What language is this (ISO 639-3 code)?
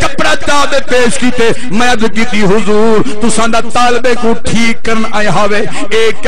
skr